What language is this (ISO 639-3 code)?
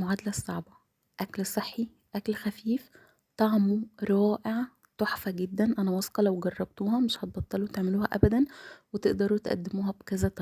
arz